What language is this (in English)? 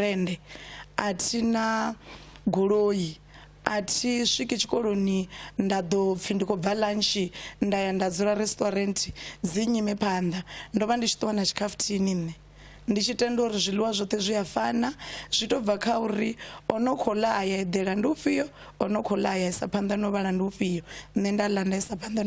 Venda